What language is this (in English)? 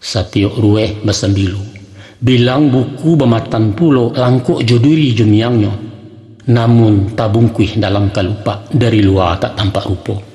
Minangkabau